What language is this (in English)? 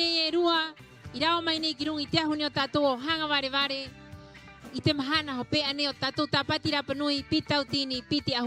Rapanui